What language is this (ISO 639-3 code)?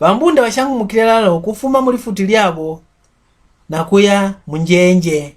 mck